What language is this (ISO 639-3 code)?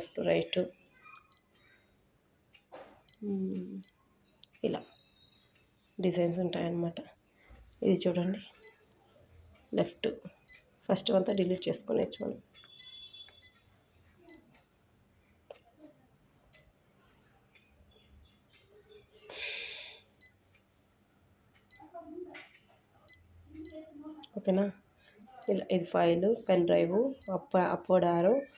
tel